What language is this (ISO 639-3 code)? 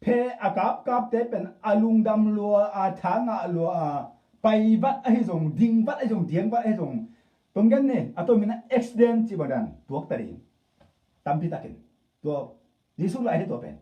ctd